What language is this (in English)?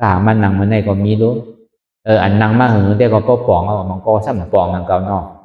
Shan